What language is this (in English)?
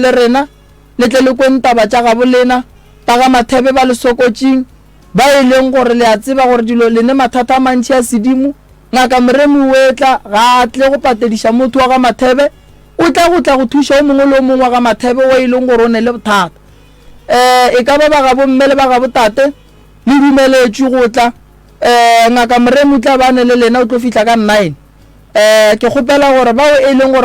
Northern Sotho